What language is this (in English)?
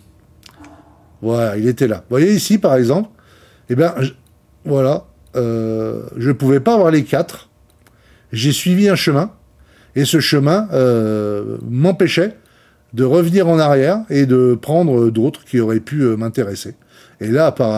French